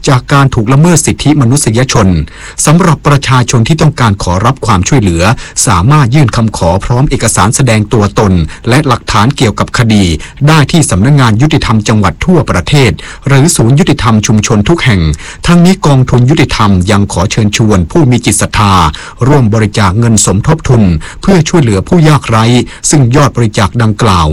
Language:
Thai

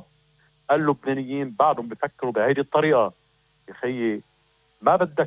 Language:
North Levantine Arabic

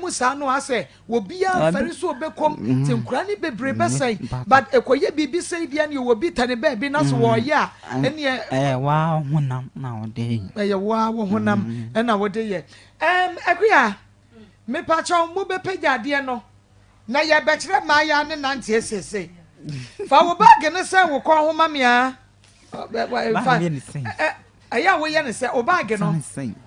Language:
Akan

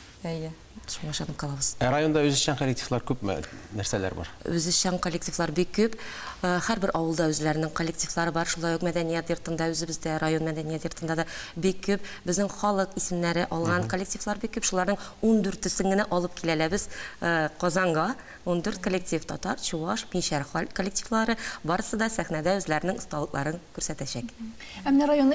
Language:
Tatar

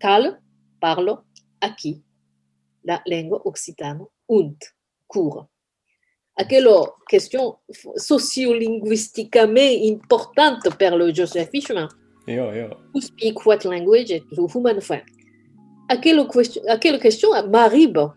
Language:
Occitan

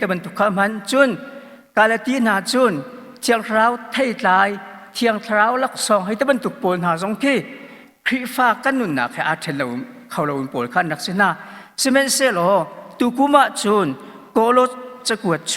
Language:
Hakha Chin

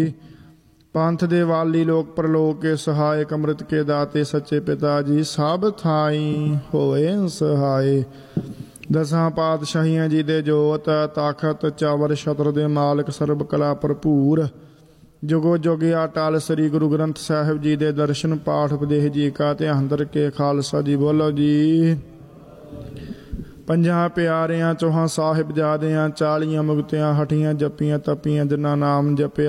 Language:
Punjabi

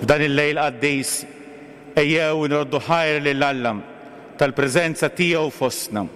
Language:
Maltese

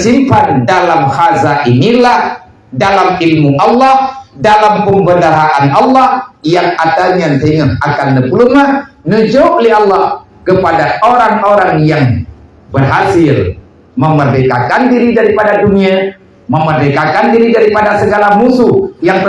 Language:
Achinese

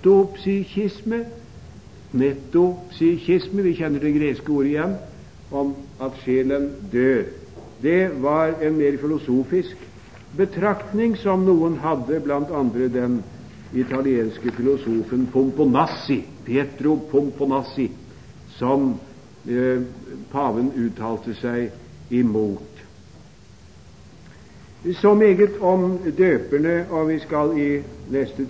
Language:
Norwegian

